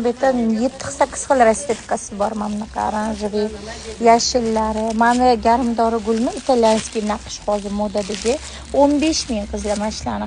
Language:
Uzbek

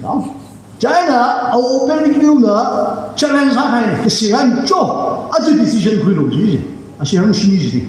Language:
Tangkhul Naga (India)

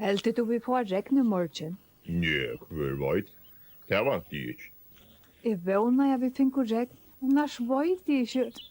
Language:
Faroese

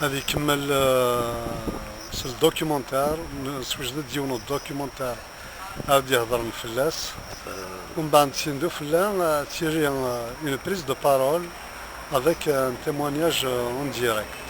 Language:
Kabyle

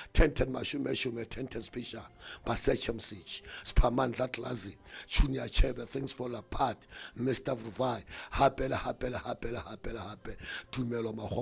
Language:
Southern Sotho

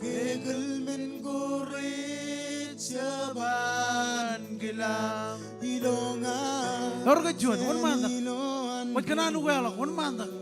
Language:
Marshallese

